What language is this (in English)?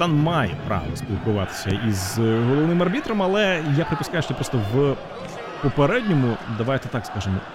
Ukrainian